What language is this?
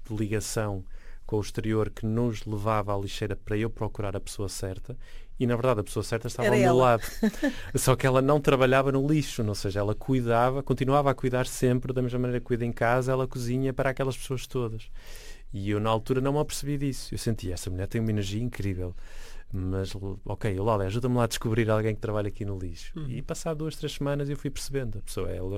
Portuguese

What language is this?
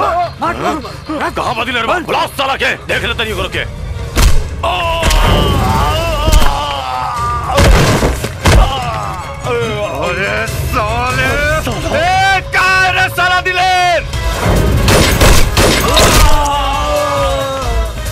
Bhojpuri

